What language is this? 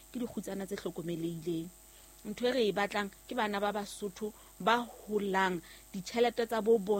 Southern Sotho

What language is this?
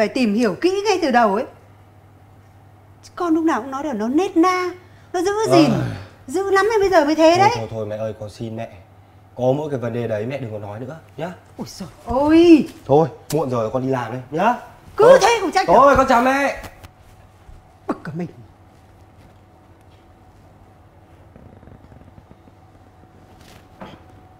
Vietnamese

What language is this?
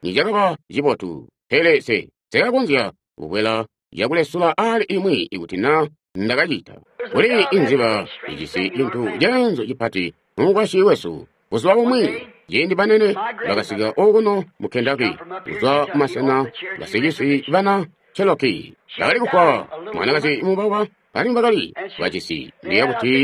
Tonga (Zambia)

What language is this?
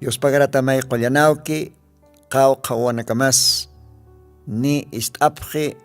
Aymara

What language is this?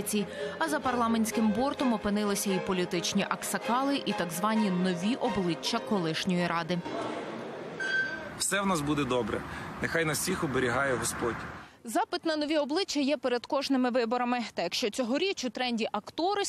Ukrainian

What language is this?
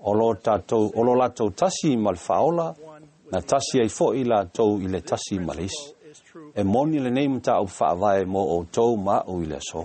Samoan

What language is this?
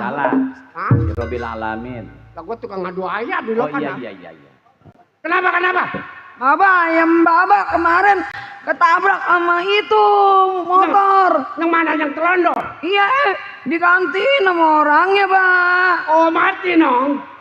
Betawi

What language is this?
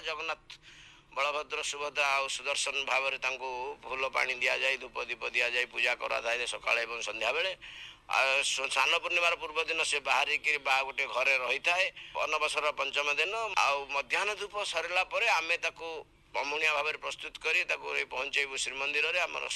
Odia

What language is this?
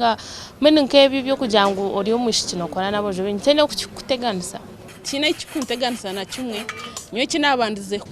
Nyankole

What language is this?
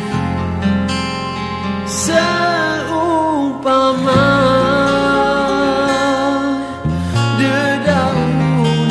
Indonesian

